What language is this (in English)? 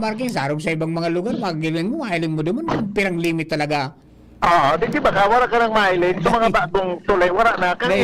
Bikol